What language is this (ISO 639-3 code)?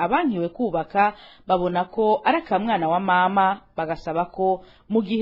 run